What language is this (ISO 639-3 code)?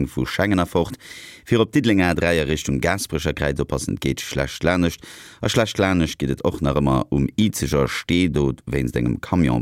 ltz